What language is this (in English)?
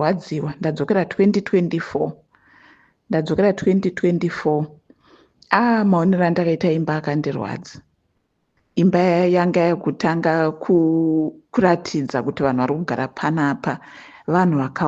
Shona